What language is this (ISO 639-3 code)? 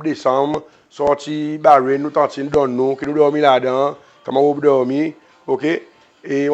crs